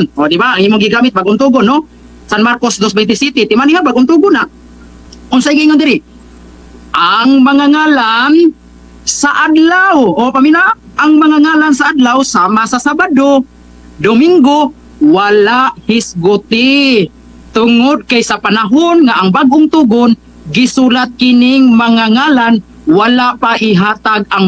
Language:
Cebuano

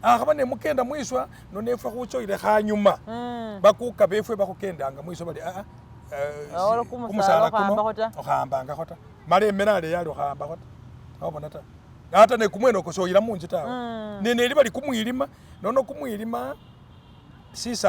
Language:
Masaaba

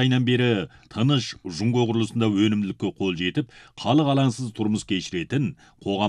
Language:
Kazakh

